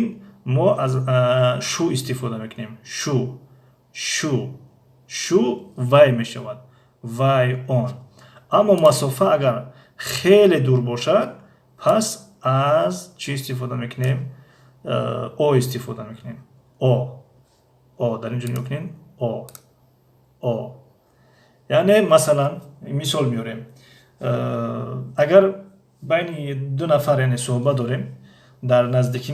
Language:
Tajik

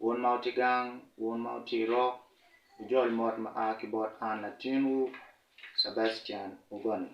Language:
Acoli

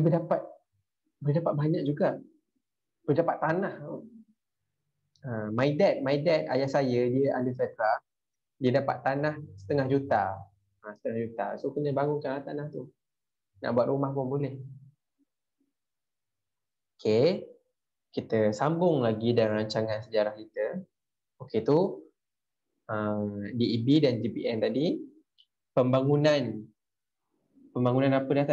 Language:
Malay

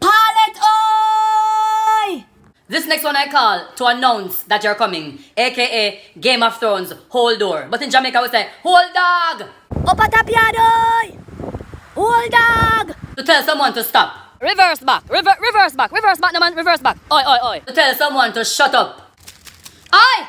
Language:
Jamaican Creole English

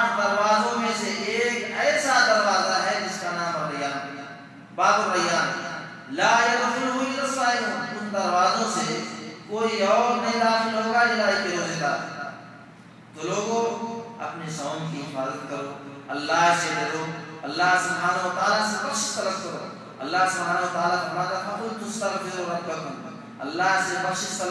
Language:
Urdu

